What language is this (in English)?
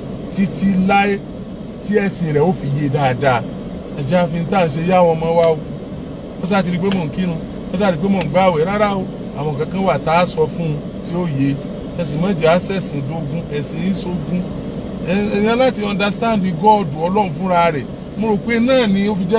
Yoruba